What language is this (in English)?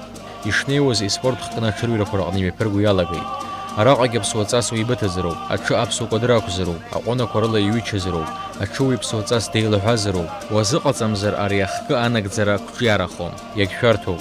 Abkhazian